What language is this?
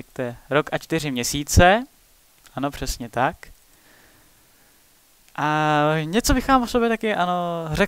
Czech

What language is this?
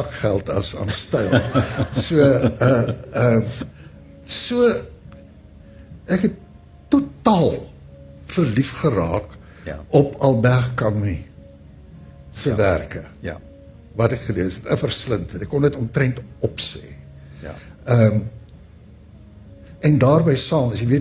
Afrikaans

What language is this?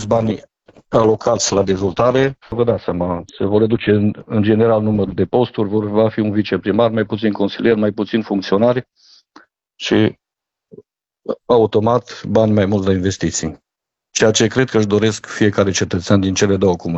Romanian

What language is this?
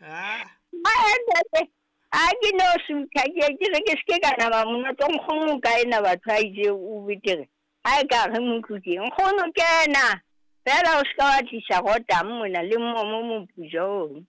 Southern Sotho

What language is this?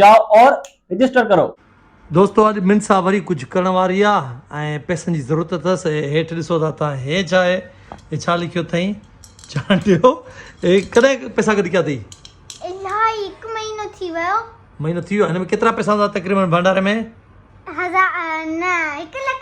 Sindhi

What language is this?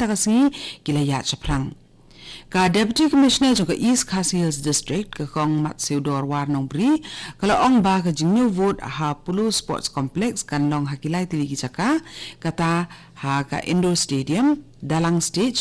Khasi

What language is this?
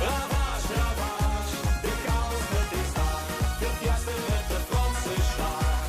Limburgish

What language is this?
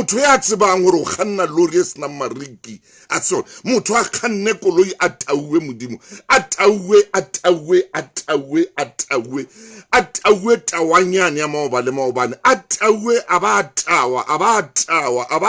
Southern Sotho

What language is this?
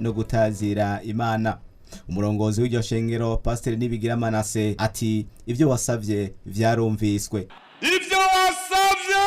Rundi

